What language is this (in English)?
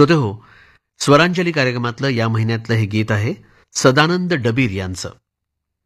Marathi